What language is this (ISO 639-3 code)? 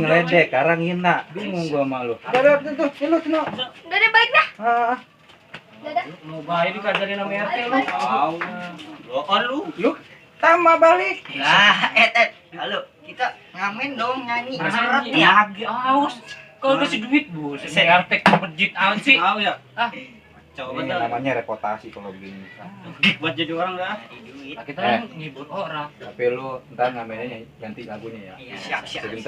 bew